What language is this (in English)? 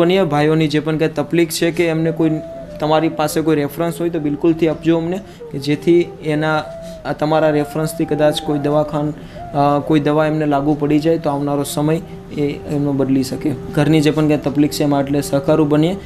Gujarati